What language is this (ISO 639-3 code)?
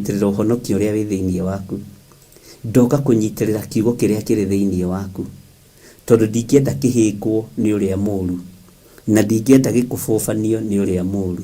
kik